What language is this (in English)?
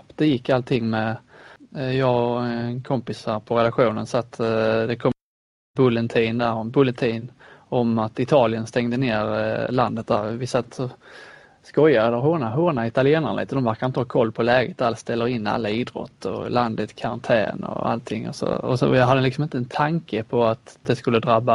Swedish